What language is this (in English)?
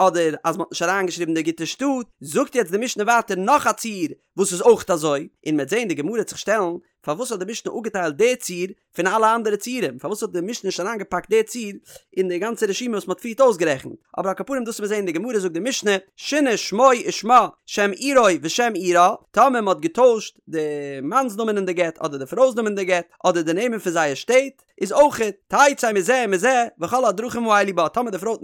Yiddish